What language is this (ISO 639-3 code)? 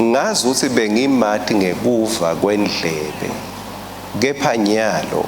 ssw